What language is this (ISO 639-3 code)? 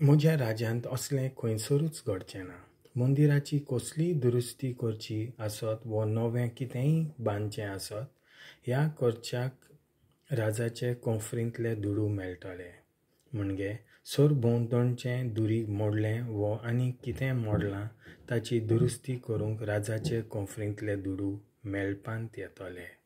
kok